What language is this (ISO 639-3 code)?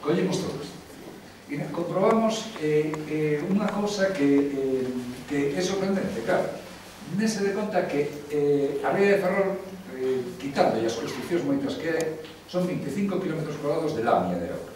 glg